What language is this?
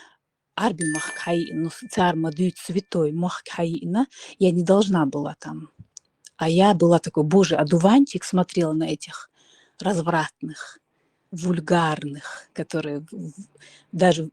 Chechen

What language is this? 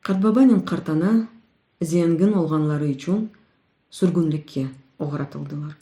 Crimean Tatar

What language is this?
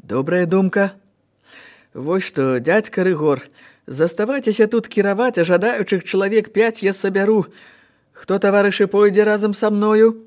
Belarusian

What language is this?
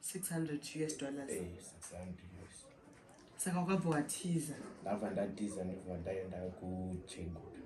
Shona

